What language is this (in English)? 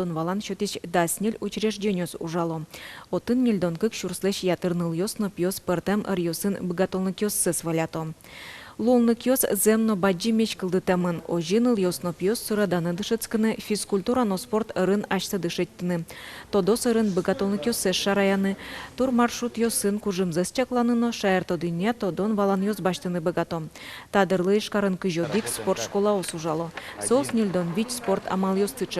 Udmurt